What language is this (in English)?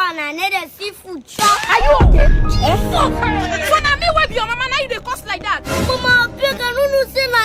Nigerian Pidgin